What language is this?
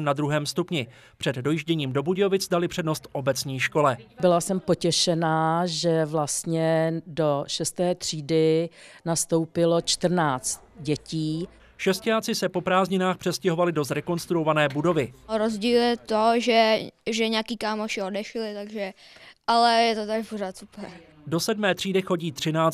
Czech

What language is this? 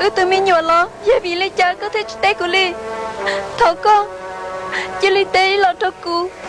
Hmong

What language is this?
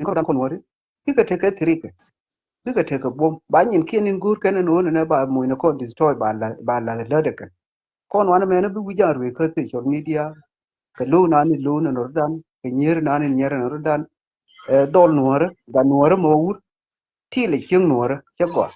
Nuer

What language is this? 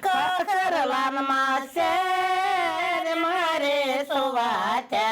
Gagauz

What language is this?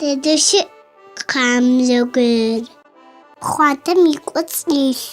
Adyghe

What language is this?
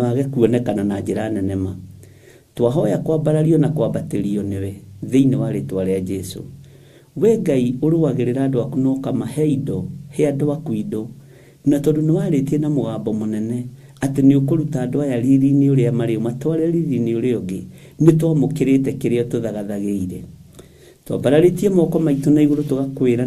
Kikuyu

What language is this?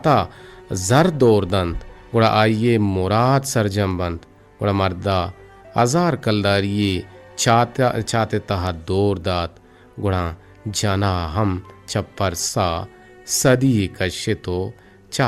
Eastern Balochi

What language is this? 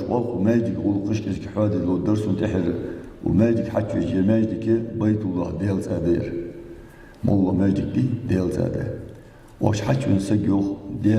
Ingush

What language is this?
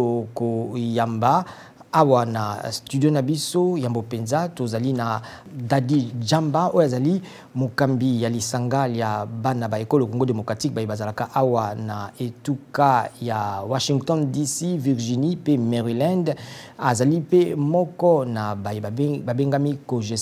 Lingala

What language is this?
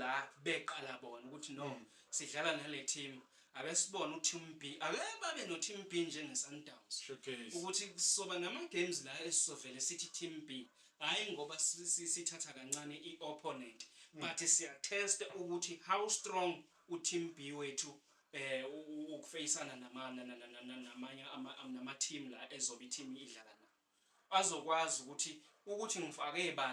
Zulu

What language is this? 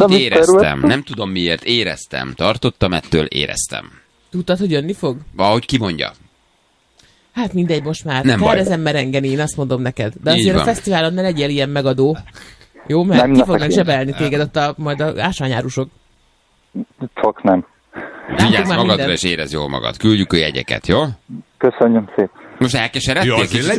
Hungarian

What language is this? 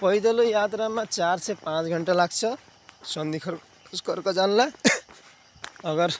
Nepali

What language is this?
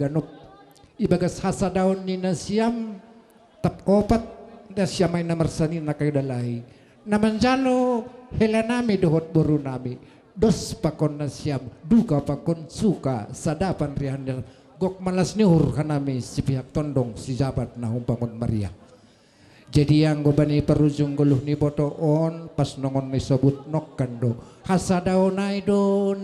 Batak Simalungun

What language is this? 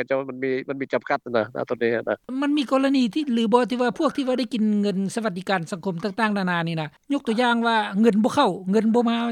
Lao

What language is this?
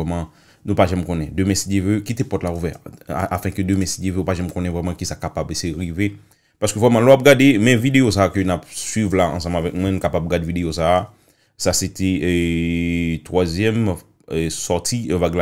Haitian Creole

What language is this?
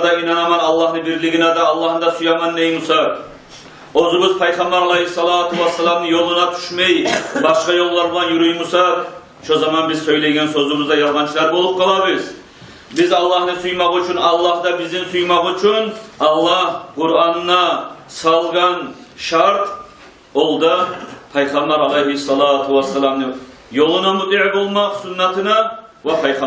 Kumyk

